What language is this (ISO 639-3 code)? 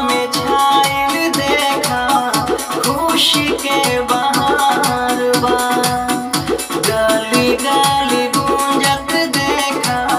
bho